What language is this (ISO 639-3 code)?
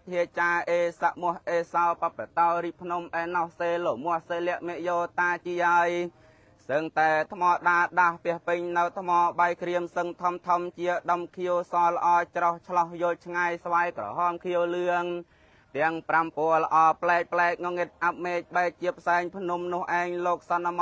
khm